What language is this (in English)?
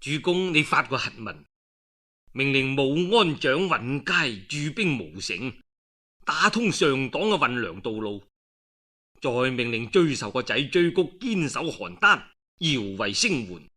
Cantonese